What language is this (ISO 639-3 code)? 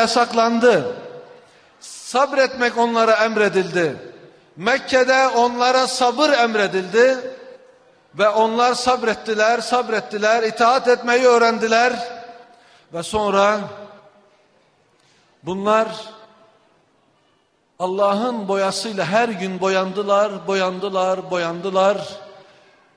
tur